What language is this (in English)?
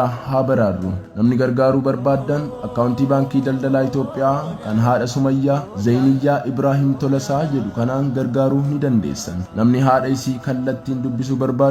Oromo